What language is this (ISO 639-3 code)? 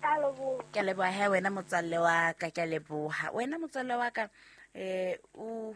sot